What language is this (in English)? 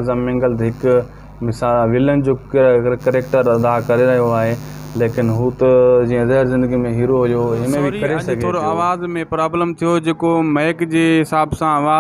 Sindhi